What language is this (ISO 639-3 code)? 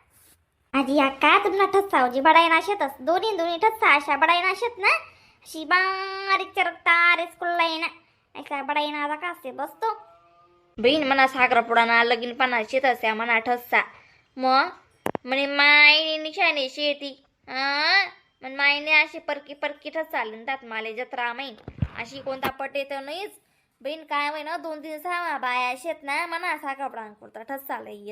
khn